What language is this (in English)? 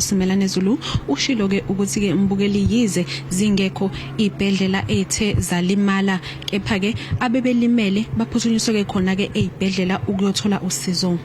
Zulu